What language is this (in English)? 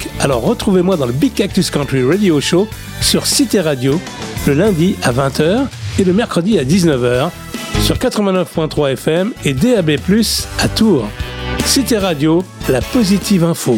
French